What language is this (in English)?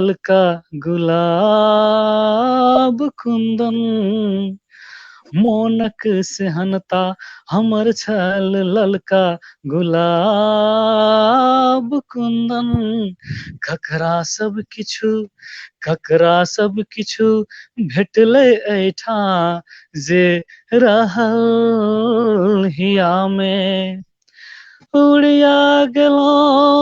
Maithili